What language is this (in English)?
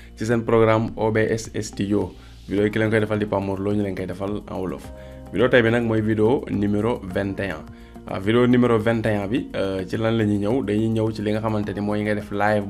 Wolof